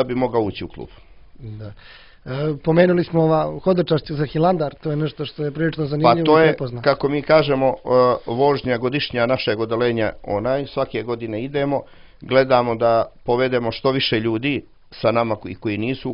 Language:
Croatian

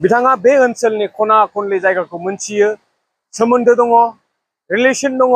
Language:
Bodo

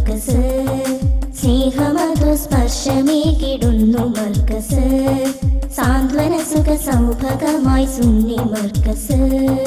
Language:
Malayalam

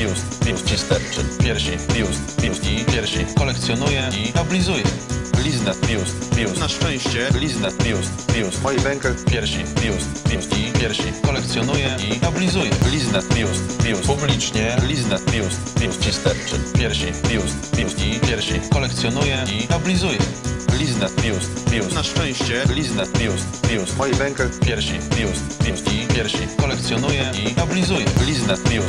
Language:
Polish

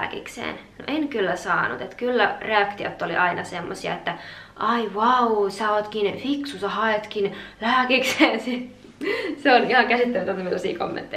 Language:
Finnish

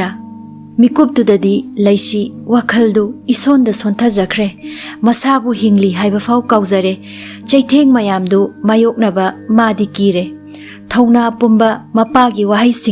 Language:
Manipuri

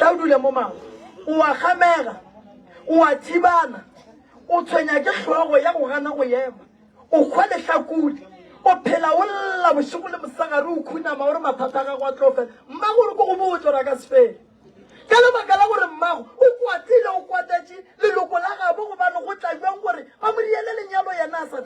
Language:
Northern Sotho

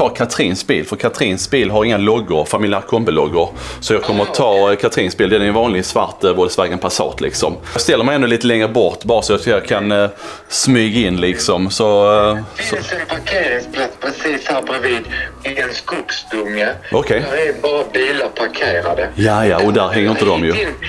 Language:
Swedish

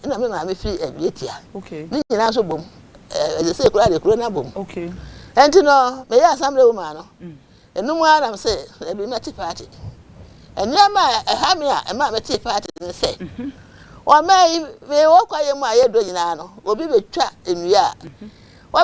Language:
Akan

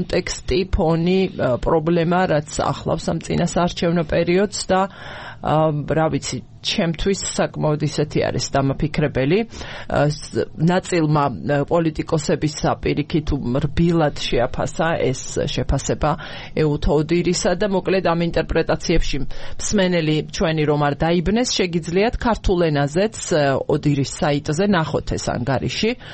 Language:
Georgian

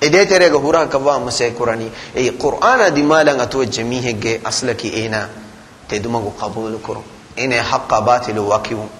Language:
Divehi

